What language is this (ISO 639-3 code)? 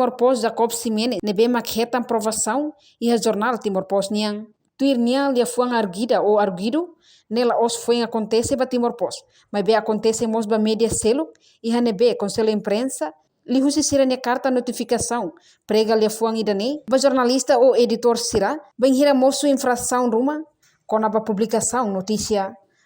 tet